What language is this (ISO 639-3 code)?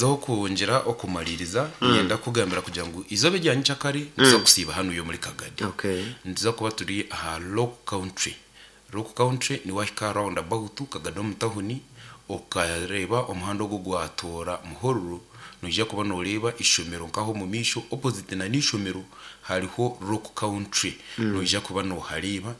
nyn